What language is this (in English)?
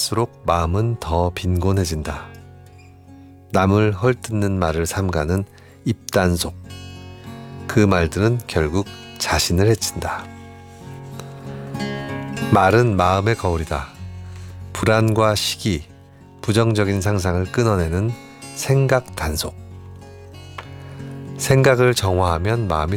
Korean